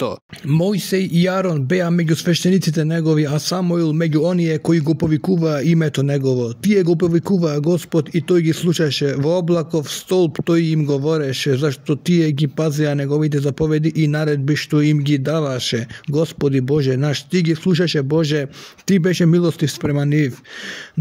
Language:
Macedonian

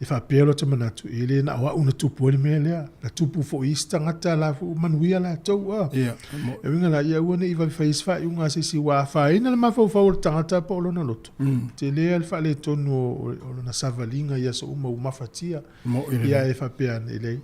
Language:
Samoan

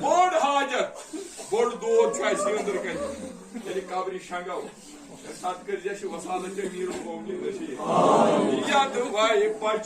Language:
Kashmiri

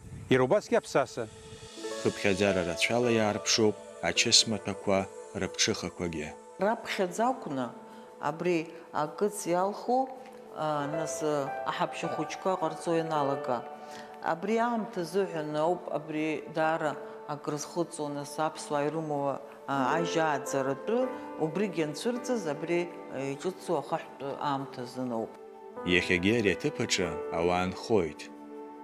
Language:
Abkhazian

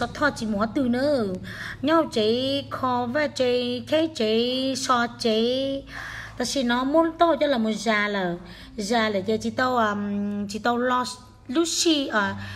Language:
Hmong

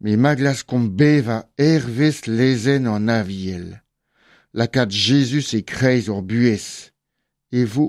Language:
Breton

